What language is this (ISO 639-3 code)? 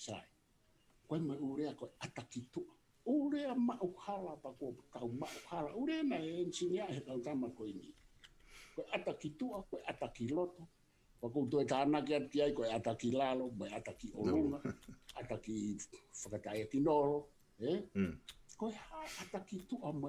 ton